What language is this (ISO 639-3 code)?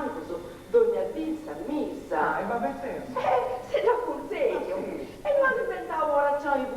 srd